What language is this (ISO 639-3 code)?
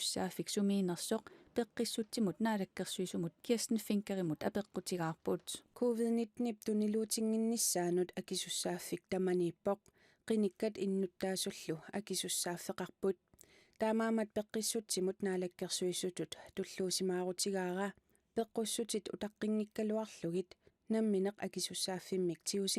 kal